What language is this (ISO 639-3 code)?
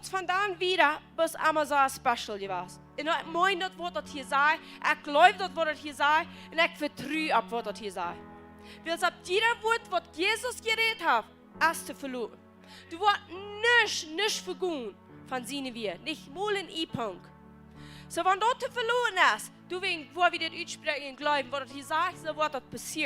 pdt